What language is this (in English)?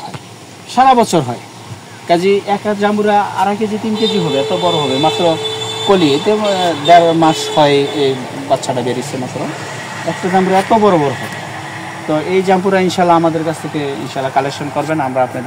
Bangla